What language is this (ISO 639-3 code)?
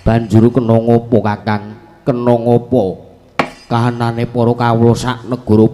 jav